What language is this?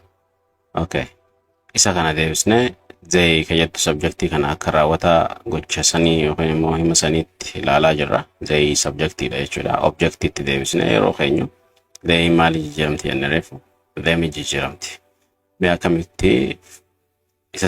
Oromo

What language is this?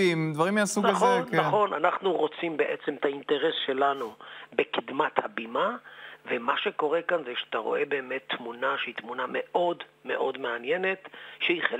Hebrew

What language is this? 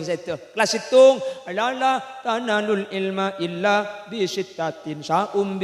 Madurese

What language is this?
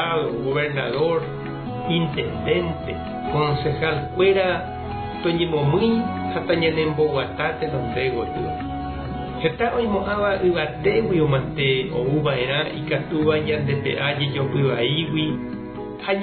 Guarani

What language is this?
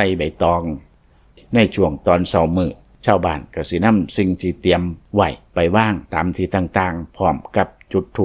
Lao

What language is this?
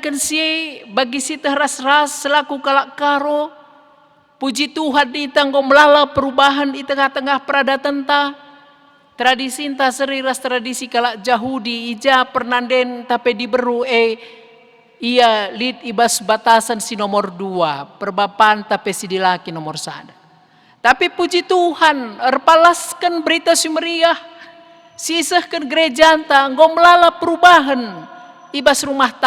Batak Karo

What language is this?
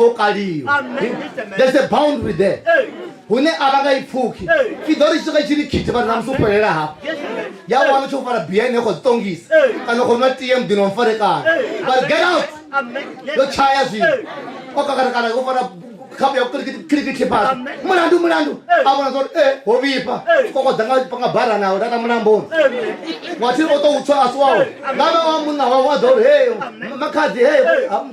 Venda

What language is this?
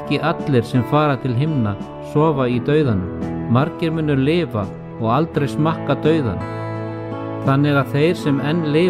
Icelandic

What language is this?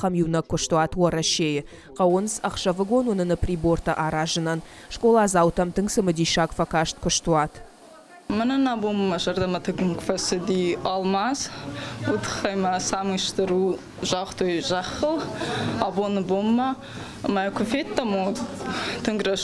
Ossetic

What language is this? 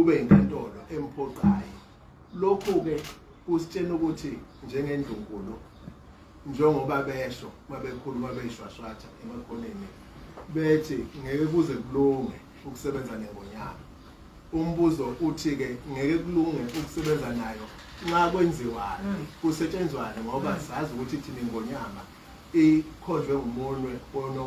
Zulu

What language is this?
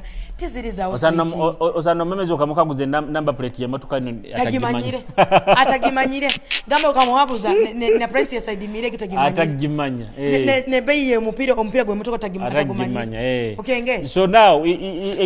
Nyoro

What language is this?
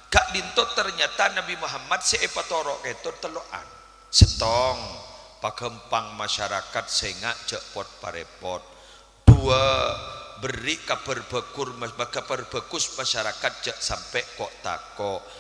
Madurese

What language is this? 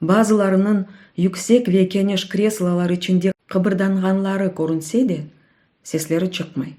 Crimean Tatar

